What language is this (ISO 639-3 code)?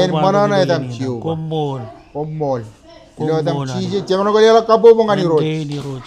mah